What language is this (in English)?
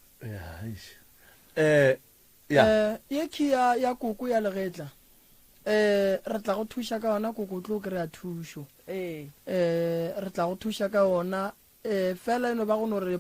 Northern Sotho